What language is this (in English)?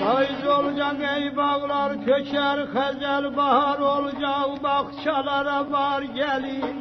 South Azerbaijani